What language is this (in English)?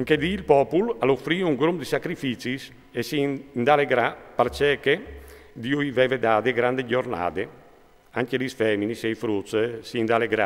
Friulian